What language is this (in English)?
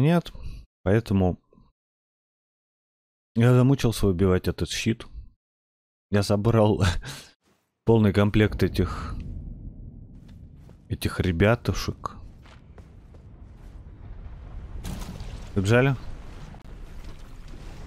Russian